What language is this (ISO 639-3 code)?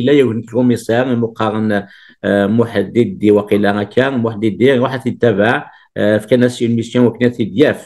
kab